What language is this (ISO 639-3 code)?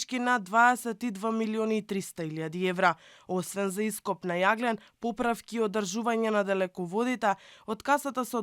mkd